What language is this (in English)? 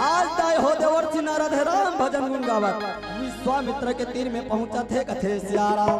Chhattisgarhi